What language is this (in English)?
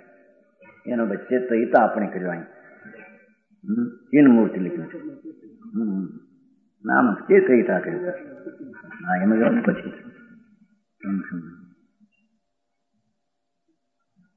Gujarati